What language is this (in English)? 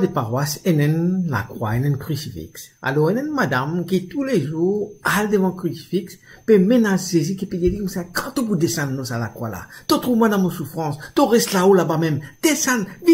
Morisyen